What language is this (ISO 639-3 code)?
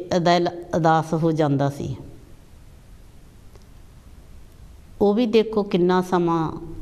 pan